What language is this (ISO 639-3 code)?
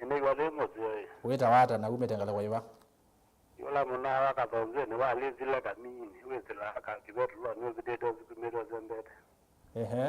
kam